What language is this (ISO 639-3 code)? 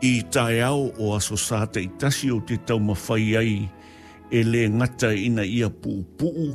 smo